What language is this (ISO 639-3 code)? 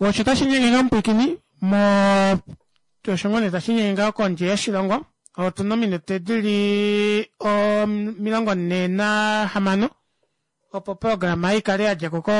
kua